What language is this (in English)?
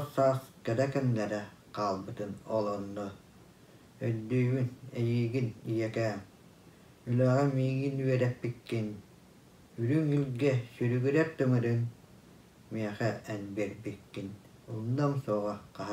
Yakut